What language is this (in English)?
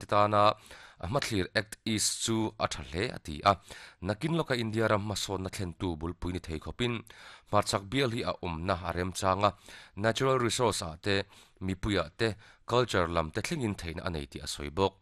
Mizo